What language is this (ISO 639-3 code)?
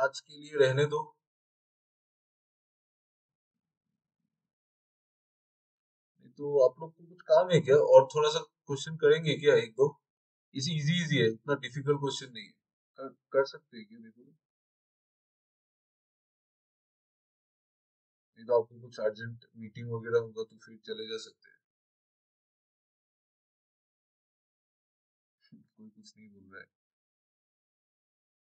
hin